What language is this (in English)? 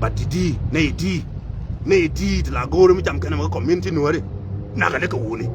Nuer